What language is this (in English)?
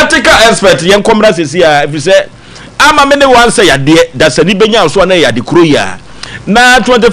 Akan